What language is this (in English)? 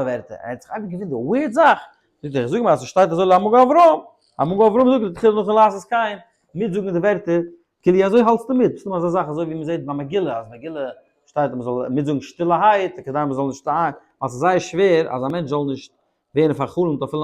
Yiddish